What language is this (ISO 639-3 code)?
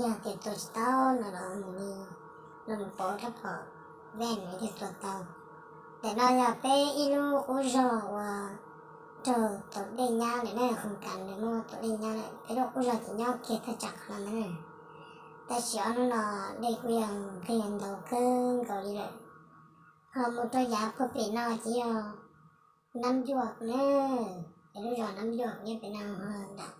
hmn